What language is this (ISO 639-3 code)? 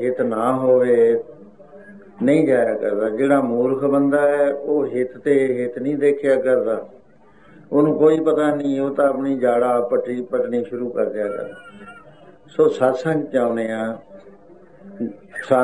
pan